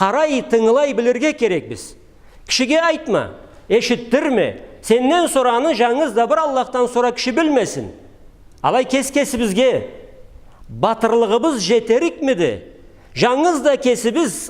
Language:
Karachay-Balkar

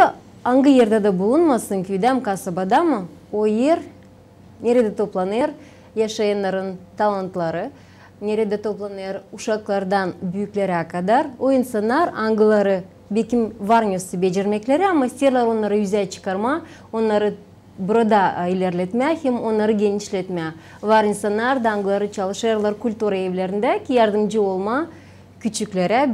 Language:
Gagauz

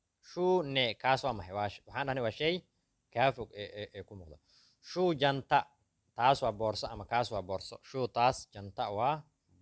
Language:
Somali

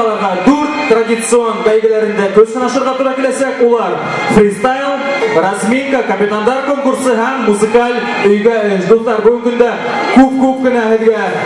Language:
Bashkir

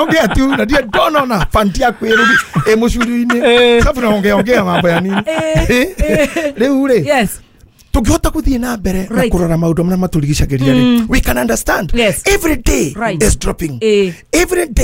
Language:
Kikuyu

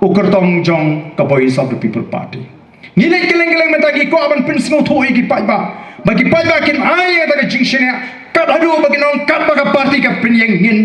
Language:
Khasi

